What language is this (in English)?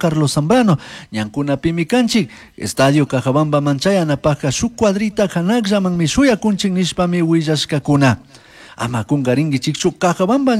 Chimborazo Highland Quichua